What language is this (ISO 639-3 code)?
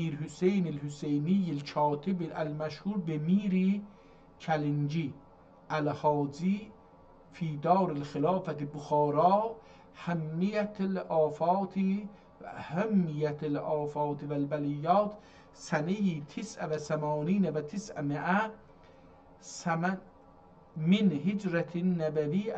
azb